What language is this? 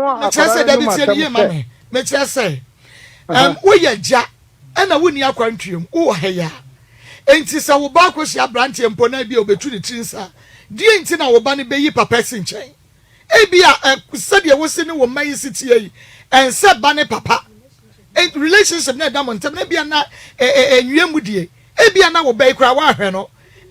Akan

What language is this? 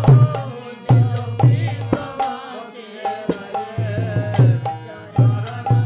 Bangla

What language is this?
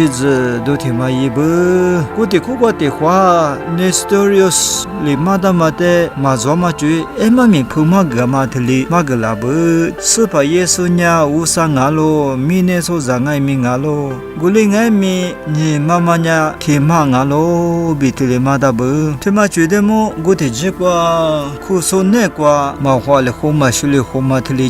Lisu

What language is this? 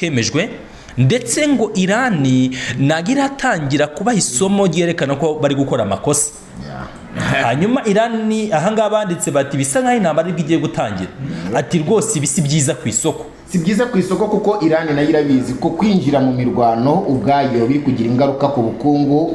Kinyarwanda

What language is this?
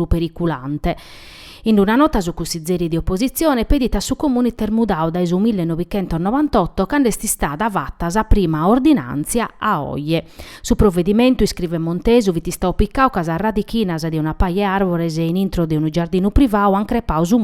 Sardinian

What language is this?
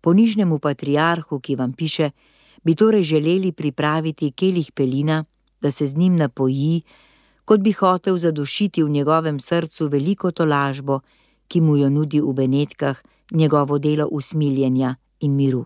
Slovenian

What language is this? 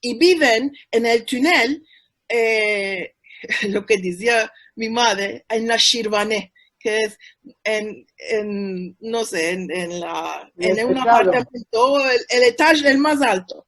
Ladino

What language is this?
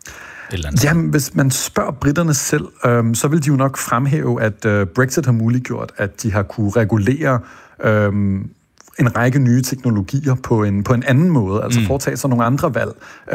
Danish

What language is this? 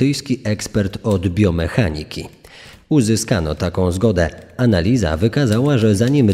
Polish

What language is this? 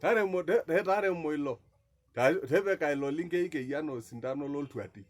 Masai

